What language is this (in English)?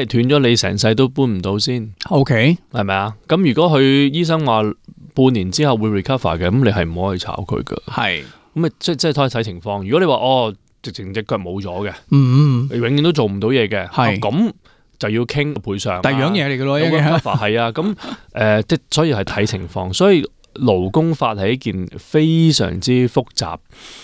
Cantonese